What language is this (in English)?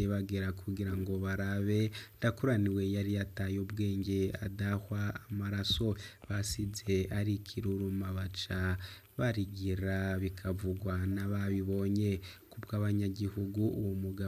Rundi